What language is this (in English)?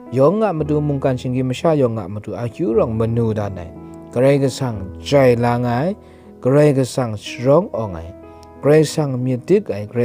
Kachin